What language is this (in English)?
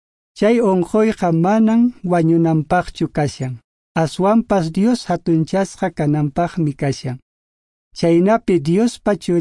Quechua